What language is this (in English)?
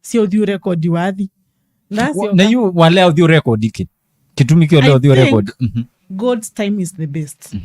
Kamba